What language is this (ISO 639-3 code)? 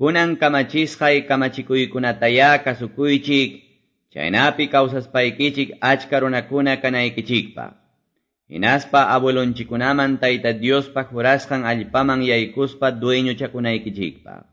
que